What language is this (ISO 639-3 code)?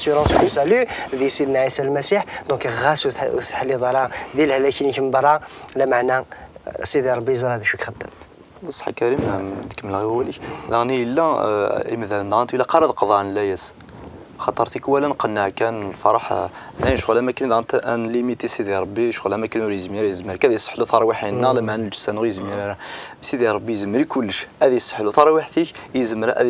kab